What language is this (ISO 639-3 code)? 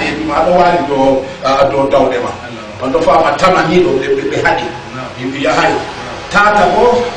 ful